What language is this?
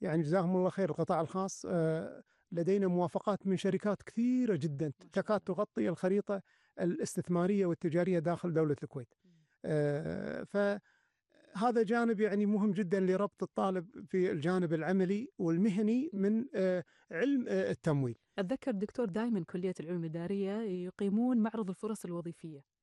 Gulf Arabic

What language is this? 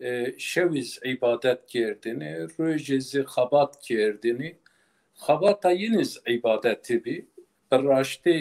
Zaza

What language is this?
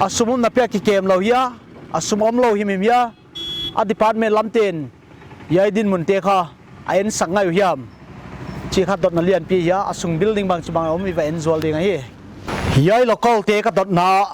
Paite Chin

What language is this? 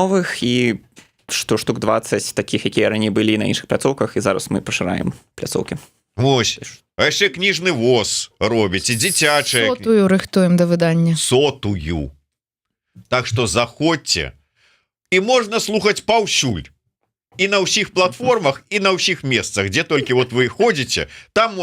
Belarusian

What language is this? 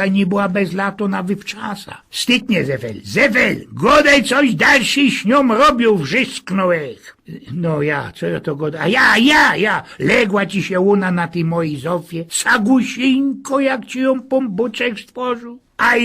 Silesian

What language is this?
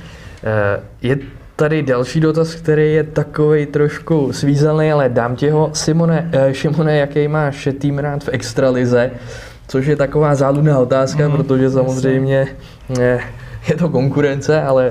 Czech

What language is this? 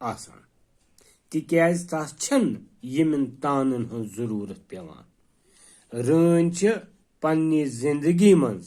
Kashmiri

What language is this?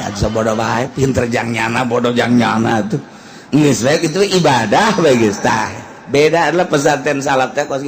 Sundanese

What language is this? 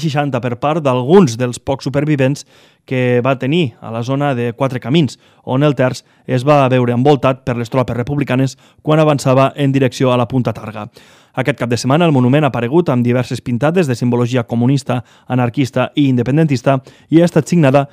Catalan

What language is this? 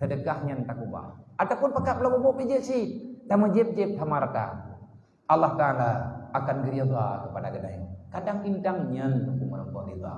Achinese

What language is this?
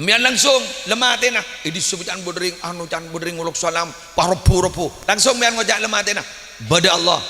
Madurese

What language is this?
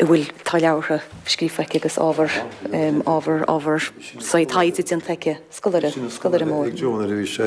Irish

